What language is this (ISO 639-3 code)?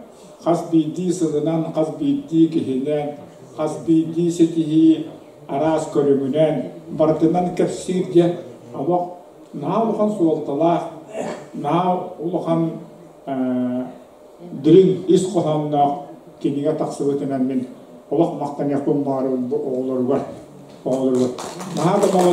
sah